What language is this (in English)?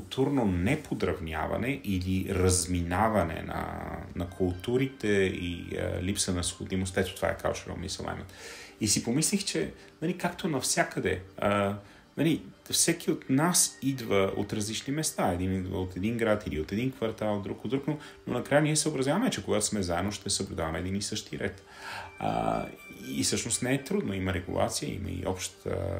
Bulgarian